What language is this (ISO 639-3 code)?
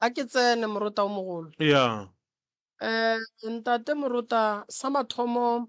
nso